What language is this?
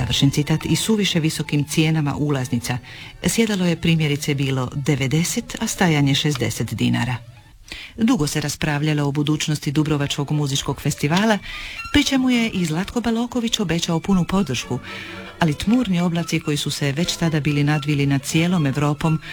Croatian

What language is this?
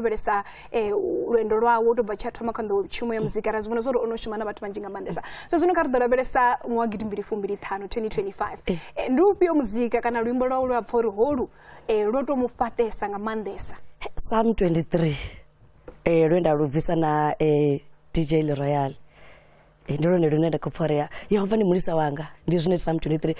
Venda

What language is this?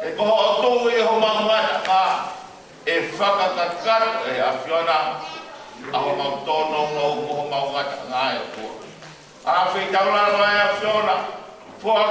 Tongan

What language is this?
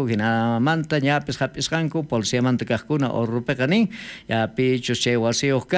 South Bolivian Quechua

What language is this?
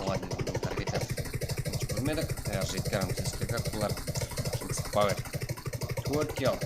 Kara-Kalpak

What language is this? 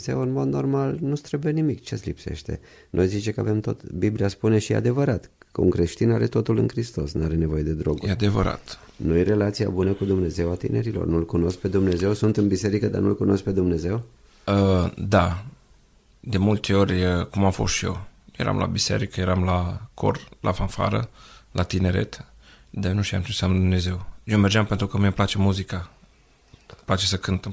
Romanian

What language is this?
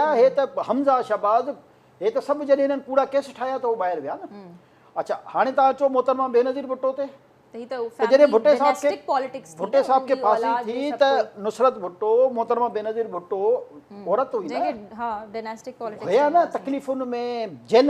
Sindhi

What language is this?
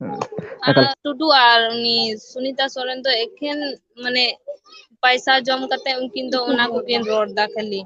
Santali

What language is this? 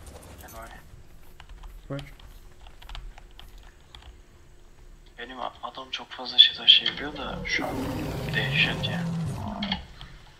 Turkish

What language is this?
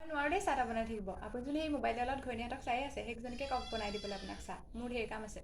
Assamese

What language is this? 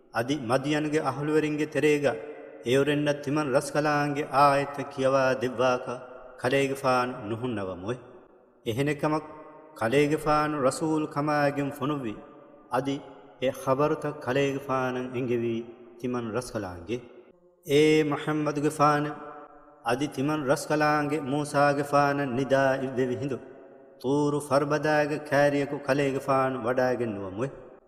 Divehi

